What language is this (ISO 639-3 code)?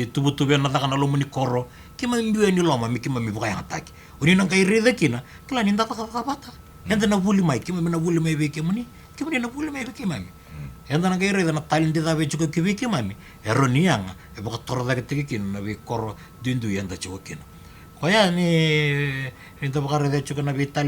fij